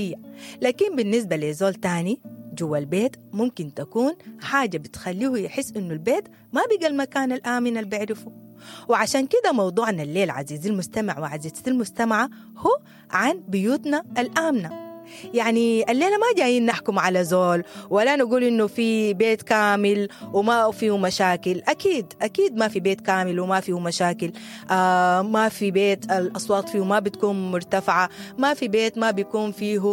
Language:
Sudanese Arabic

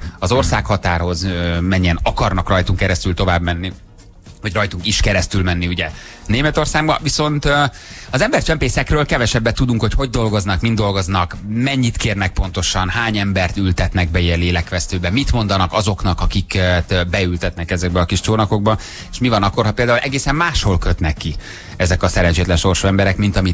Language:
Hungarian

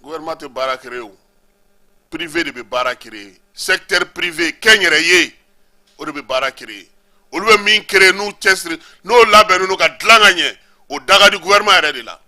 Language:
Bambara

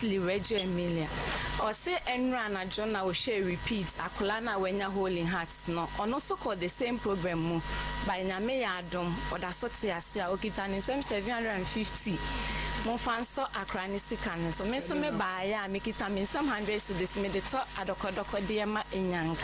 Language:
Akan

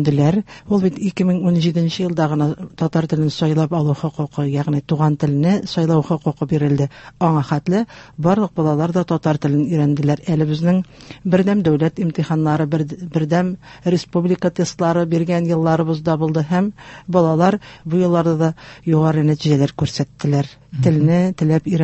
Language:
Tatar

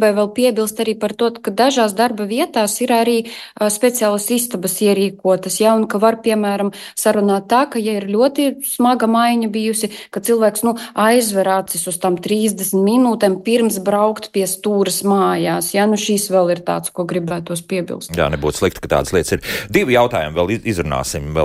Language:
Latvian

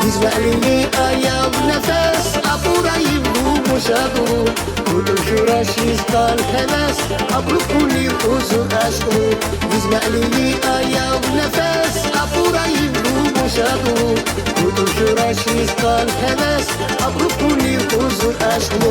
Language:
Tabassaran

